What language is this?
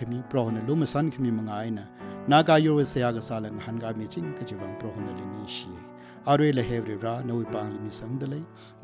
Tangkhul Naga (India)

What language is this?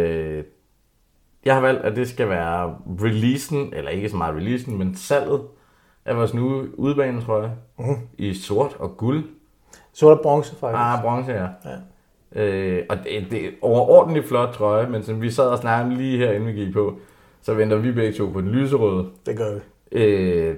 Danish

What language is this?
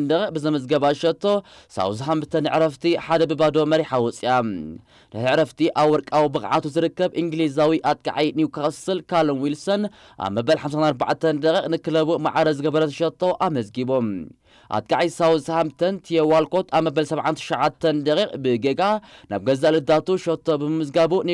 Tigrinya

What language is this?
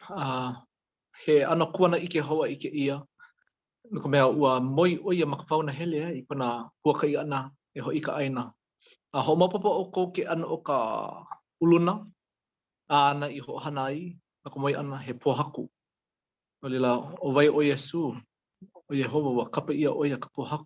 Hawaiian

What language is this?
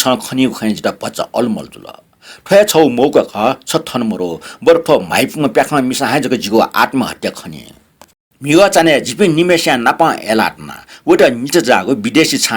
Newari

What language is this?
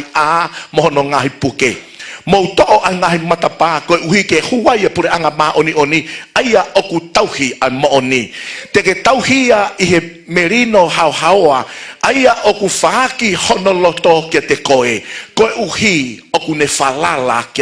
Tongan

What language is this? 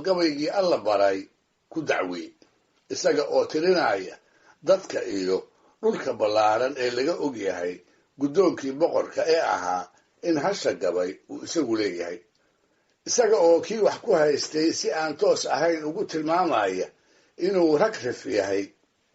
Somali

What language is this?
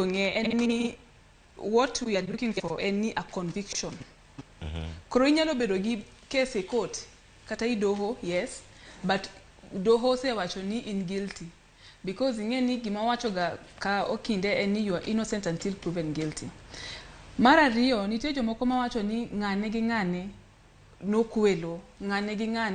Luo (Kenya and Tanzania)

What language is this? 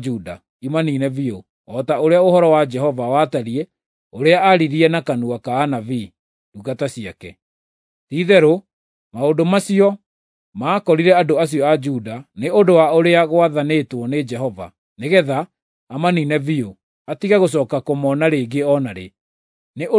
Kikuyu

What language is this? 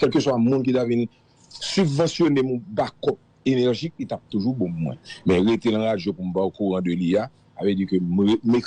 Haitian Creole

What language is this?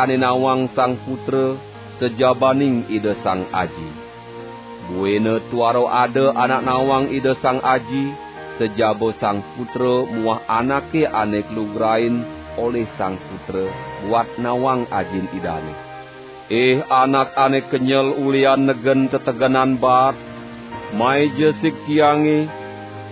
Balinese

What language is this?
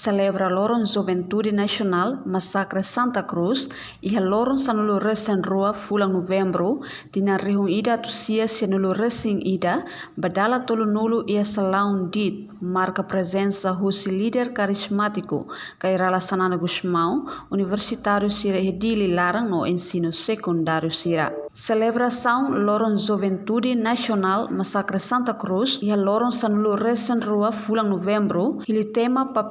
Tetum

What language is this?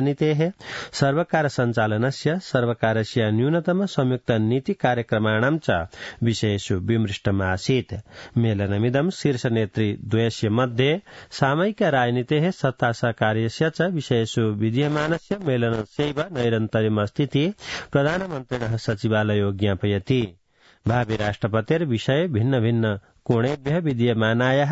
Sanskrit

